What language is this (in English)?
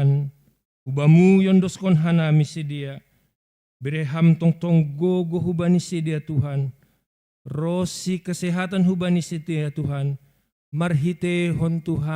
Batak Simalungun